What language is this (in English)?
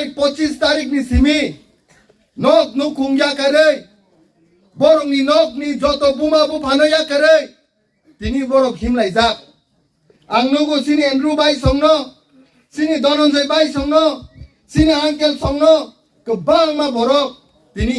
Kok Borok